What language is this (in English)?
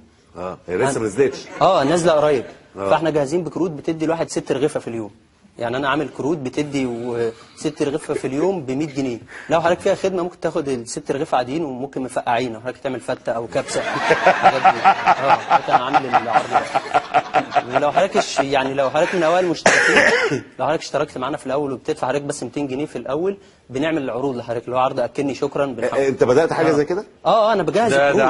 Egyptian Arabic